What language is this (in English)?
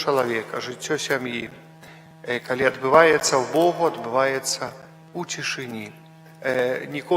Belarusian